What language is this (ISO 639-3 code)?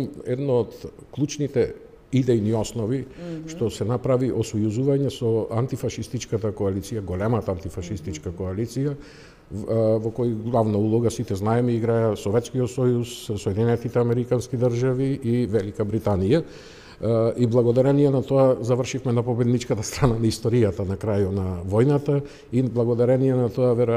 mkd